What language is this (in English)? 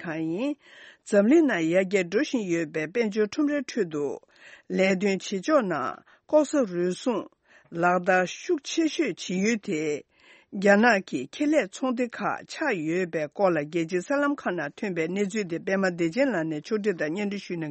Tibetan